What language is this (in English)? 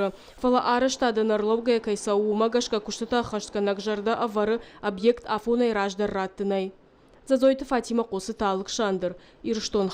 Ossetic